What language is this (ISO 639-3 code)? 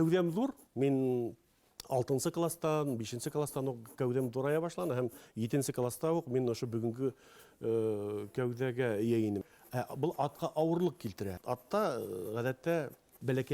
bak